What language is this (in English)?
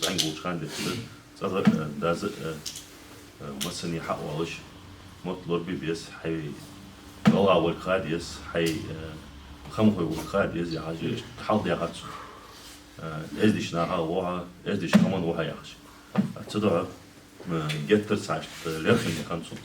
Ingush